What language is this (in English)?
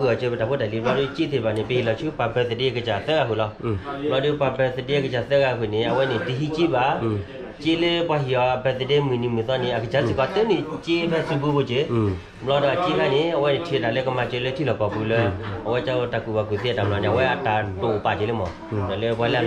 S'gaw Karen